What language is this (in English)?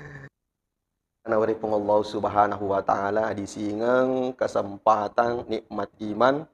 Buginese